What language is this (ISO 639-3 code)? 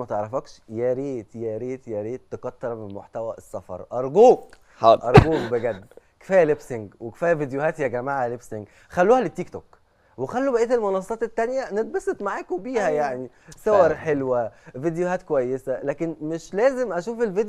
arz